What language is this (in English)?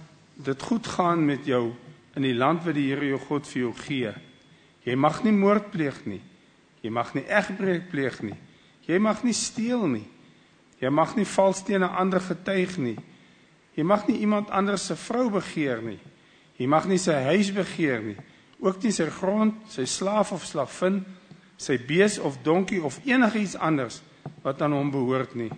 Afrikaans